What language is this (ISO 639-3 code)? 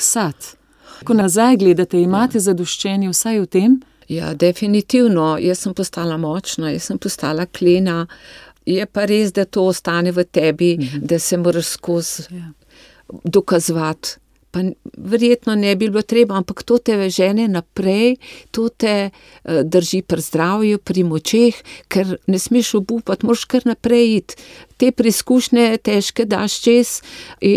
slv